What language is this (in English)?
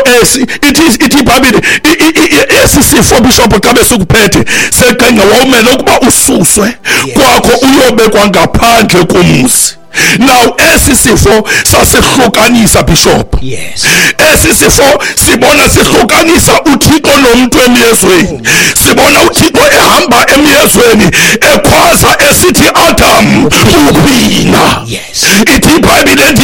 Xhosa